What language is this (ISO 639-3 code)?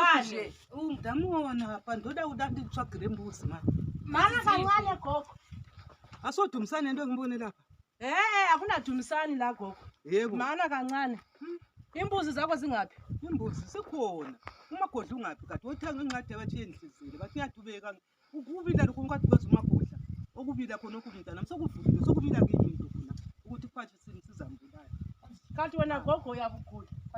sna